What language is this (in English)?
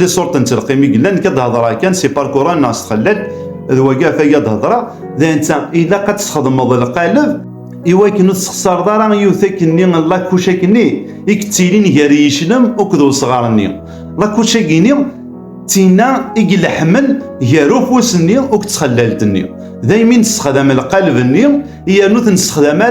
Kabyle